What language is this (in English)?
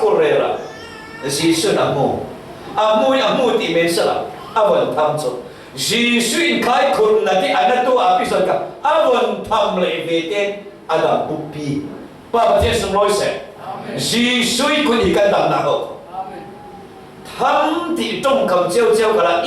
Falam Chin